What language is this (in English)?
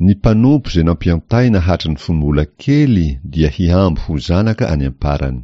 Malagasy